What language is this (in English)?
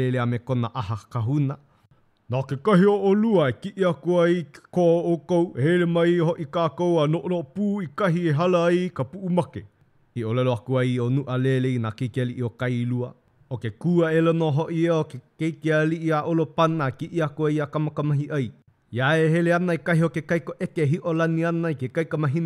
Hawaiian